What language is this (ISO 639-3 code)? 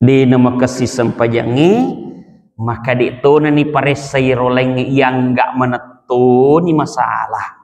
bug